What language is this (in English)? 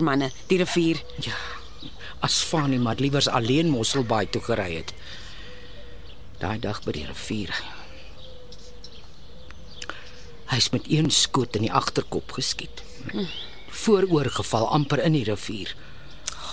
Afrikaans